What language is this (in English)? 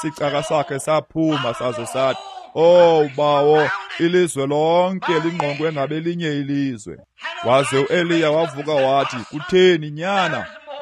Xhosa